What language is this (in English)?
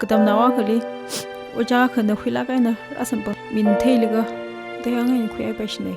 Tangkhul Naga (India)